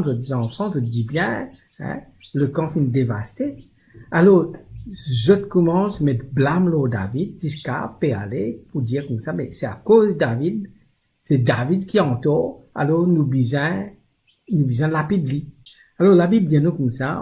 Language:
Morisyen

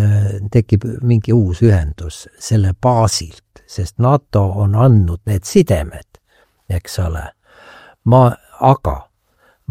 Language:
Estonian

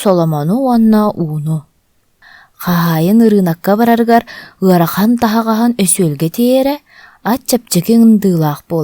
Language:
Yakut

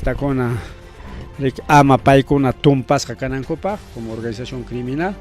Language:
Ayacucho Quechua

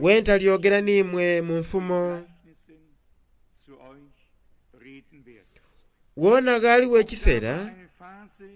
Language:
Soga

